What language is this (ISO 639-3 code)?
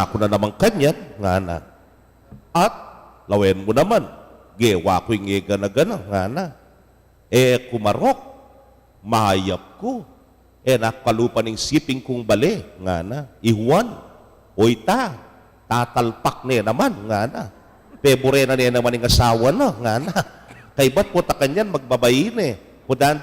pam